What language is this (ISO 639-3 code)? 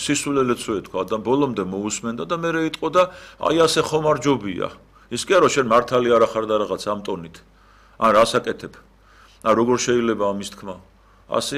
kat